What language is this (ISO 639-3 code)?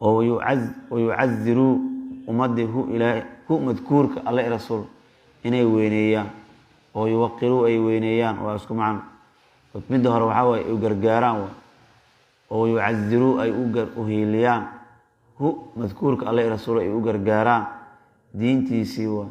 som